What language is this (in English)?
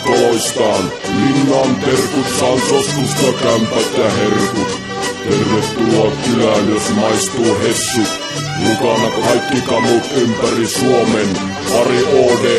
Finnish